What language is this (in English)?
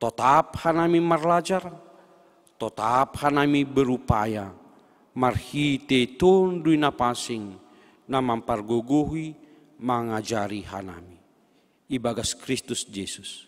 Batak Simalungun